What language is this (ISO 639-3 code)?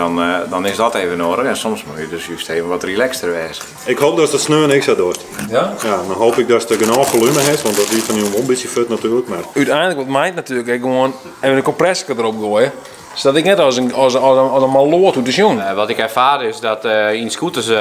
fry